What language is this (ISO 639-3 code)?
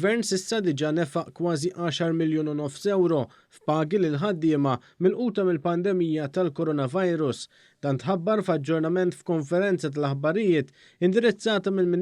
mlt